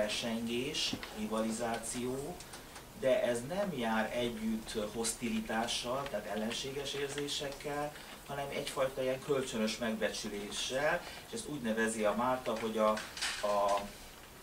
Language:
Hungarian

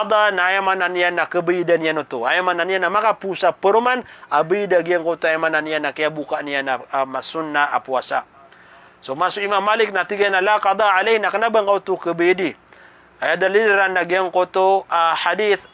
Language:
Maranao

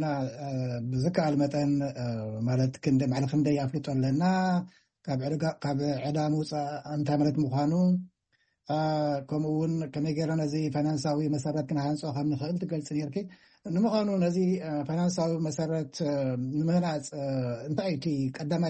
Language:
Tigrinya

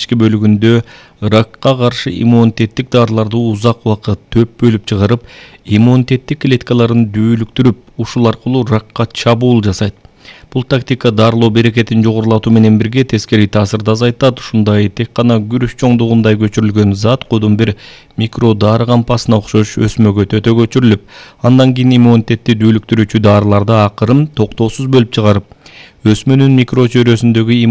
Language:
Kyrgyz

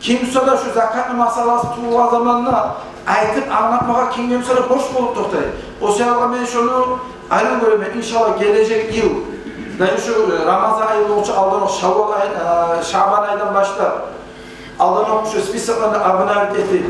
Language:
Kumyk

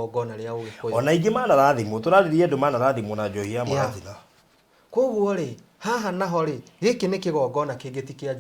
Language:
Kikuyu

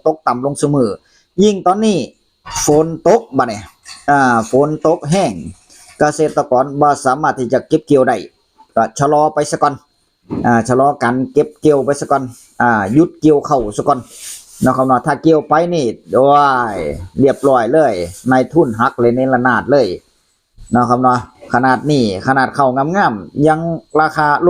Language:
Northeastern Thai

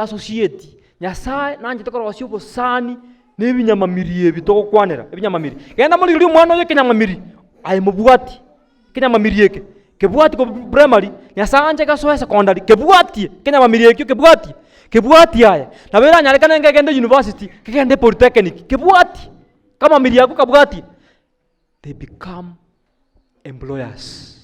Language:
Gusii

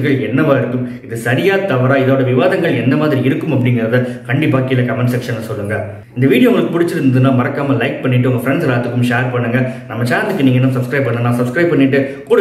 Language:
Tamil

